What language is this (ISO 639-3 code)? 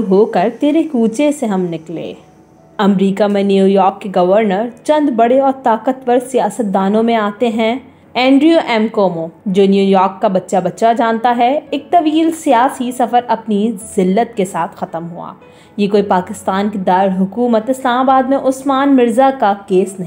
urd